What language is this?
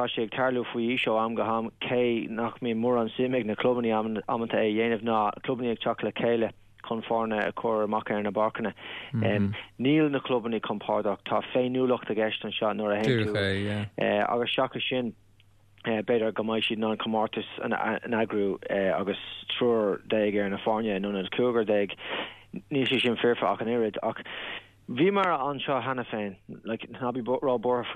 Irish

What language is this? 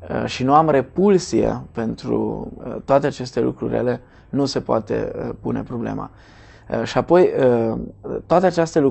Romanian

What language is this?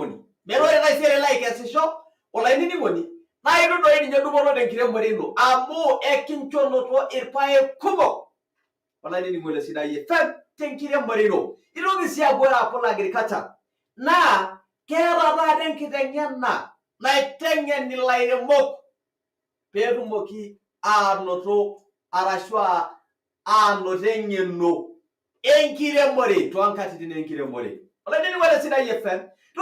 Masai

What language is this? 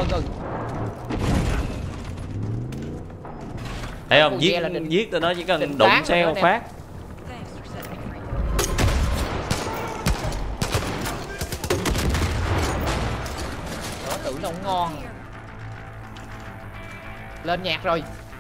Vietnamese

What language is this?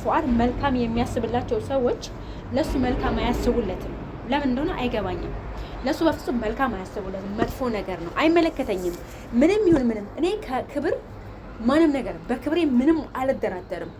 Amharic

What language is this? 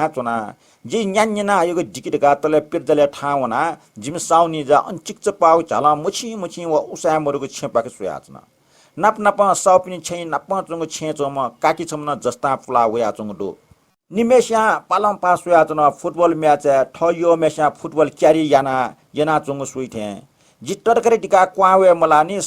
Newari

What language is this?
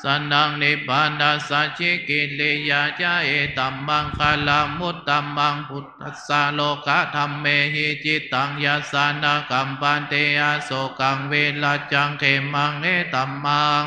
Pali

